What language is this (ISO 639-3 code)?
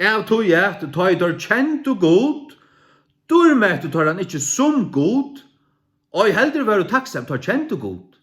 fao